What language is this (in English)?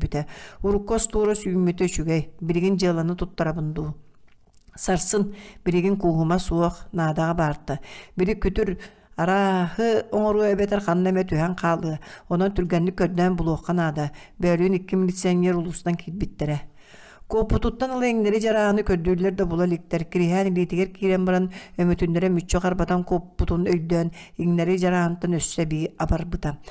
Yakut